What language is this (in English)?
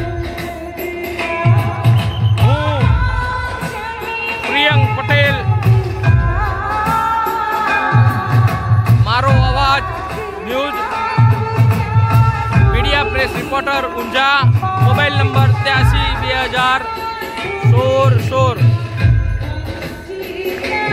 Gujarati